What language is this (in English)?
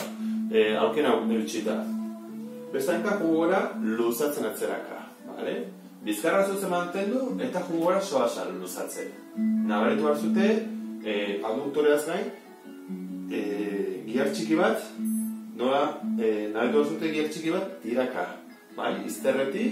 Basque